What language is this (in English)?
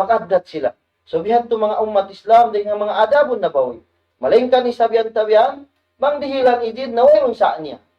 Tausug